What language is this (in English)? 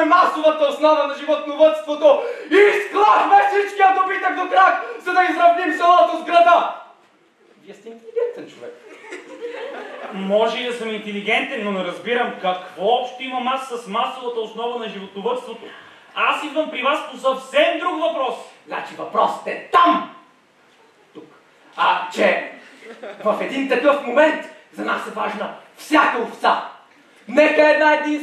Bulgarian